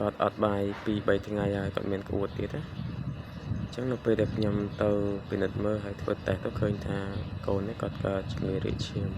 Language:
Khmer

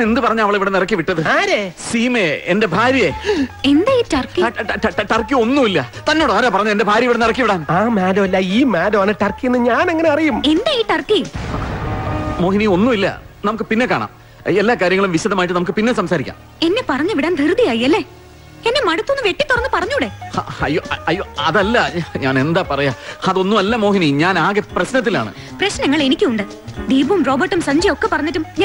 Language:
Malayalam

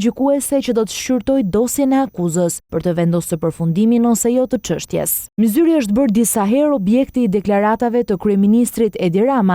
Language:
Albanian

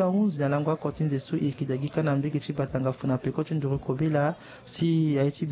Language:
Sango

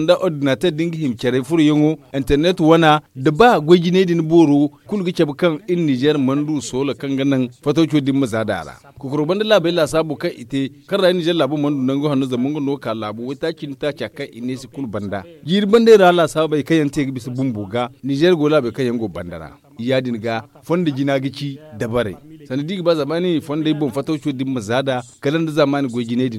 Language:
Zarma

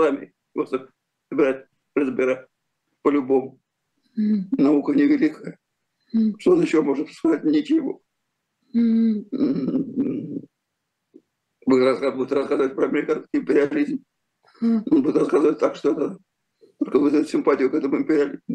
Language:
Russian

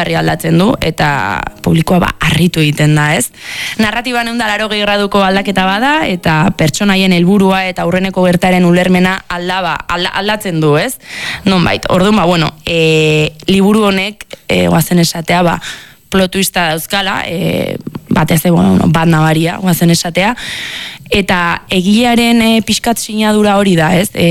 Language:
Basque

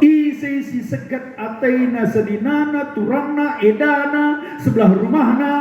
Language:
Batak Karo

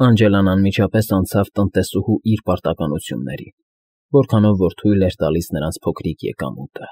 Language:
Armenian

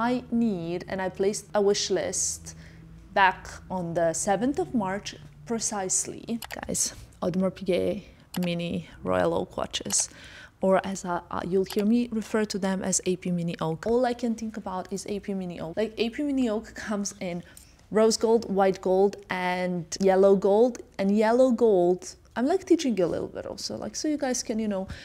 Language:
English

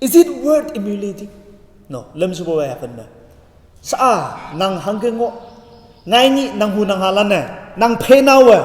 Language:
Konyak Naga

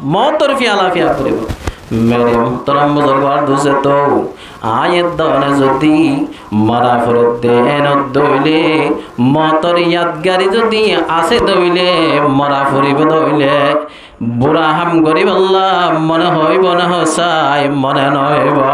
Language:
Rohingya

